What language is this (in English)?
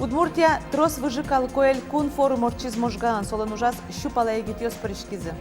Udmurt